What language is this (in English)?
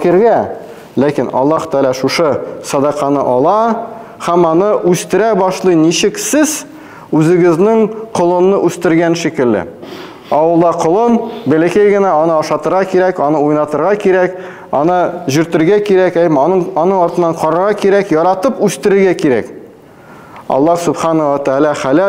Tatar